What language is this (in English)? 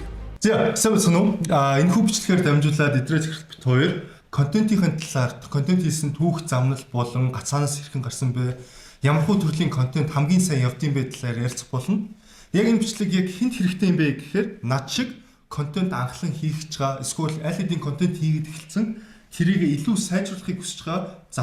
Mongolian